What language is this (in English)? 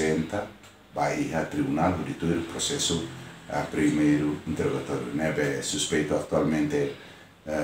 Tetum